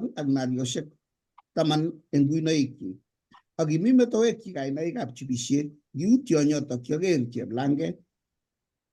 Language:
Kalenjin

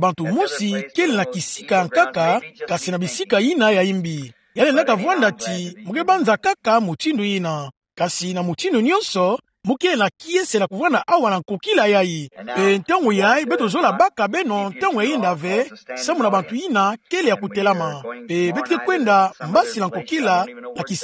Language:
Kituba (Democratic Republic of Congo)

